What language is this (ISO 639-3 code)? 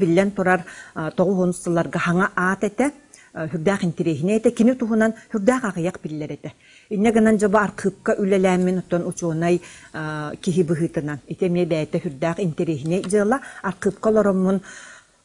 sah